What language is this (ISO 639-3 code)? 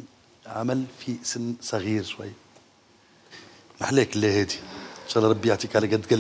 aeb